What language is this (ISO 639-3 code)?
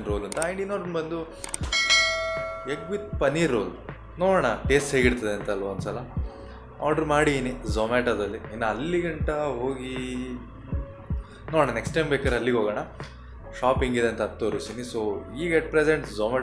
kan